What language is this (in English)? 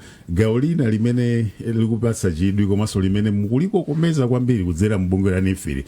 Nyanja